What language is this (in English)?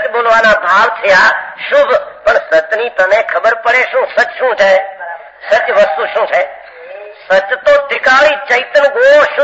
Gujarati